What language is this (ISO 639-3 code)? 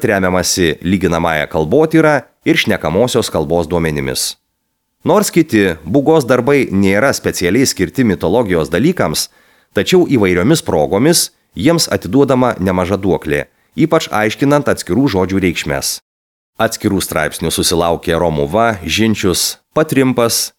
lit